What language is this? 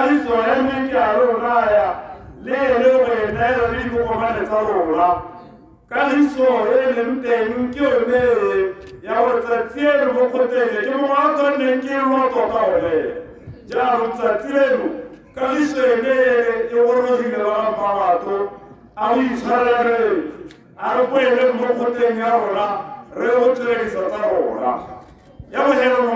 Tswana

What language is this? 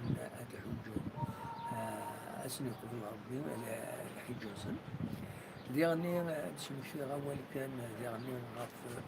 Kabyle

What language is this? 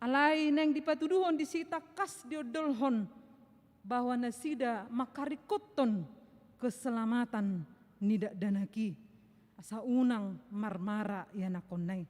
Batak Toba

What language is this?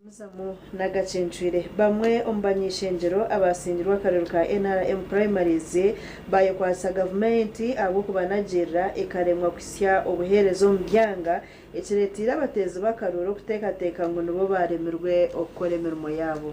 Nyankole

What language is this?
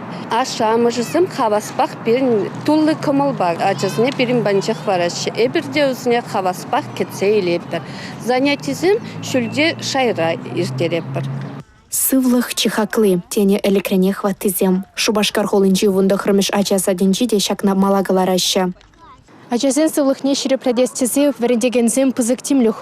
Chuvash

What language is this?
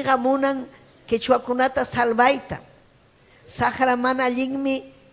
Ayacucho Quechua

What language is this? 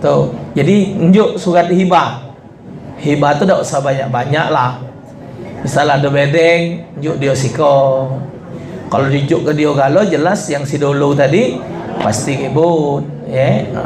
Musi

